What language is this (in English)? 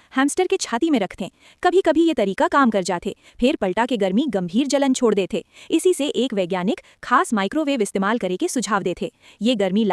Chhattisgarhi